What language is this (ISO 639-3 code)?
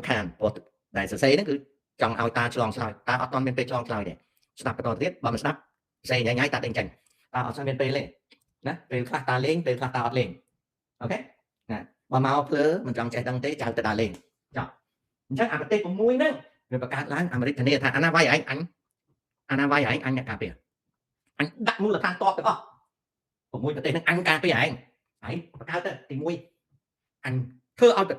khm